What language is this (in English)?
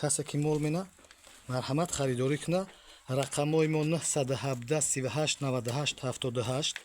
Tajik